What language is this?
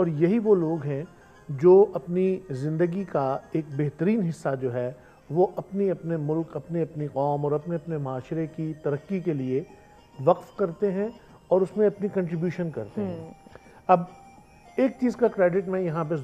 Urdu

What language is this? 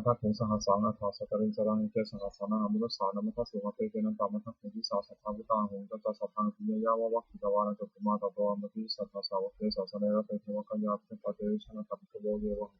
Pali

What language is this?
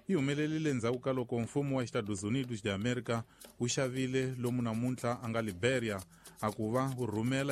Tsonga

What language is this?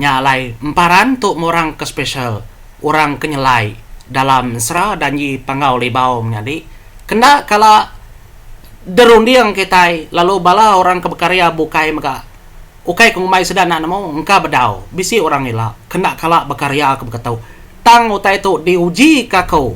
Iban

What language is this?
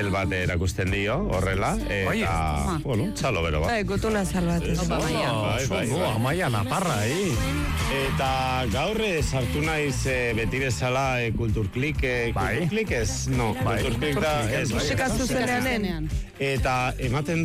Basque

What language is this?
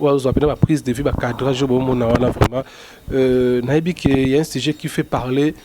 Lingala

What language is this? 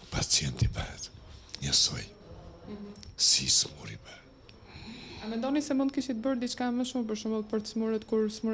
Albanian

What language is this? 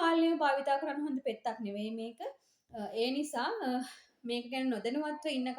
Sinhala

